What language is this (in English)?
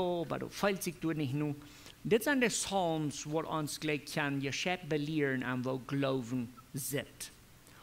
Plautdietsch